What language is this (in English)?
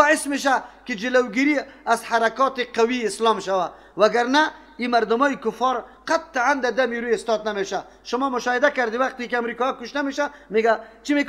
Persian